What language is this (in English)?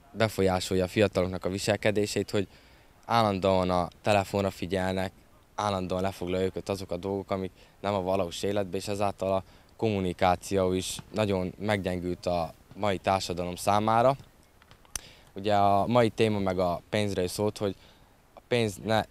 Hungarian